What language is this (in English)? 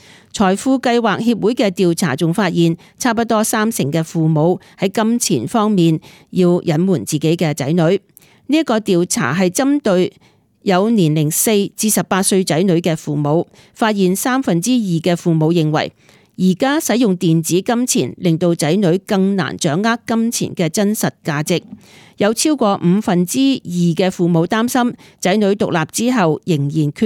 Cantonese